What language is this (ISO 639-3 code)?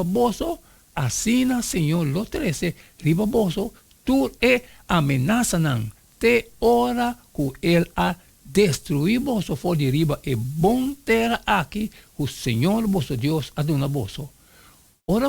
pap